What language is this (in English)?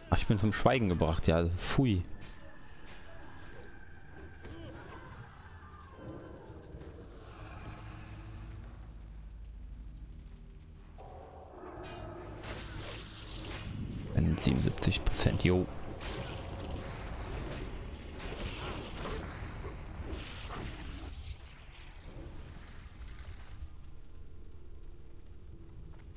German